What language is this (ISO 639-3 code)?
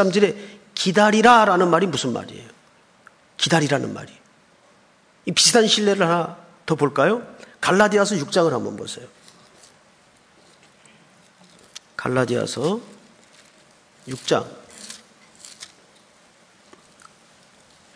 kor